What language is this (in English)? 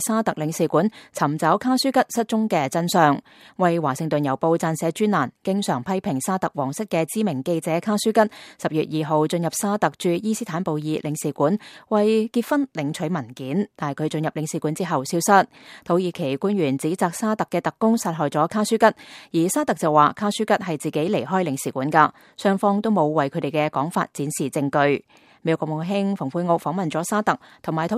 Cantonese